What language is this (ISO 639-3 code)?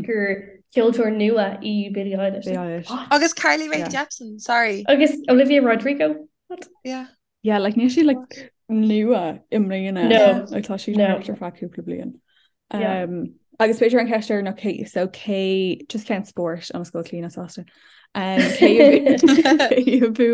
gle